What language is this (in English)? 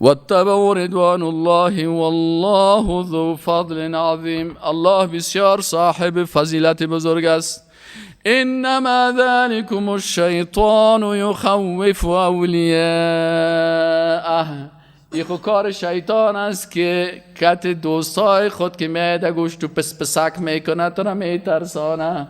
Persian